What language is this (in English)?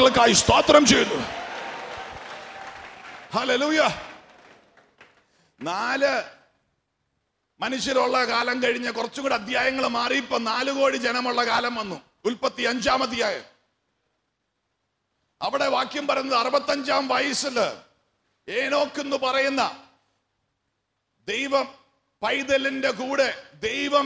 Malayalam